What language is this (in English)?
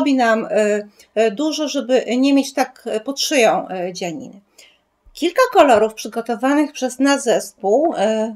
Polish